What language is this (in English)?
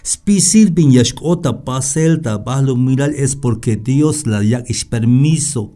Tzeltal